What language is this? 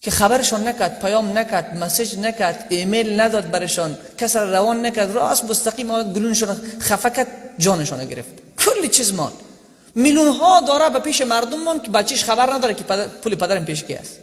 Persian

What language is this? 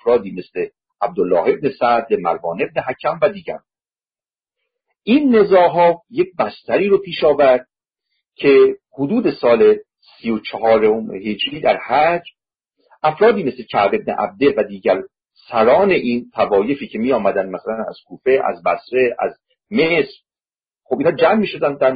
Persian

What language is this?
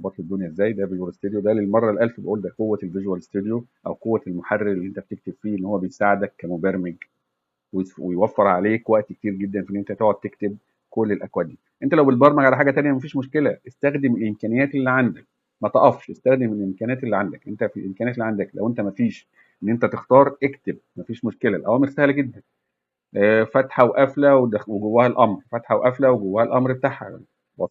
Egyptian Arabic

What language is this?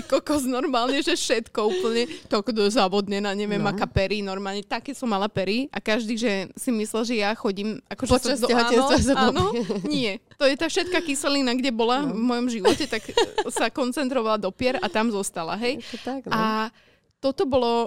Slovak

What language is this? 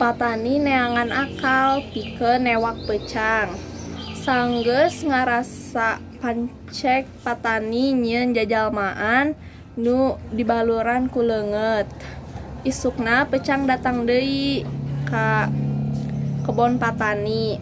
Sundanese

